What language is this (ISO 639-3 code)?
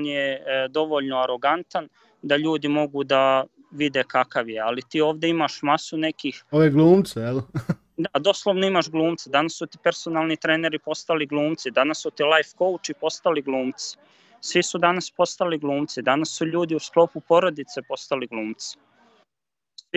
srp